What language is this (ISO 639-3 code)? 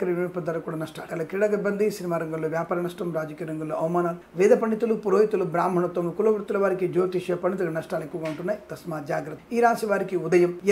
tel